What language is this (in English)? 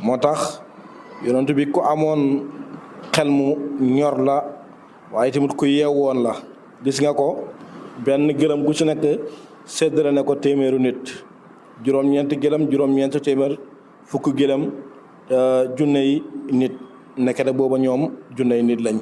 Wolof